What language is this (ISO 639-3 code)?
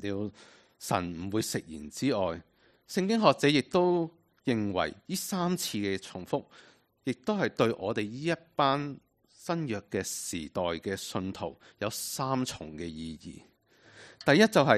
yue